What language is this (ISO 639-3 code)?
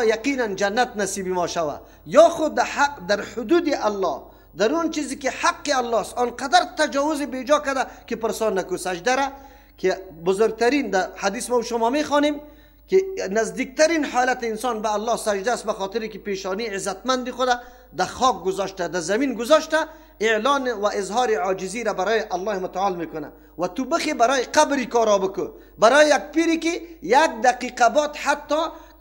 fas